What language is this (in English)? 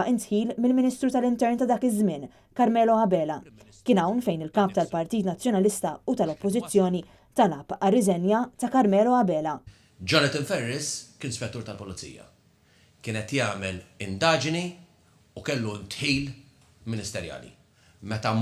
Maltese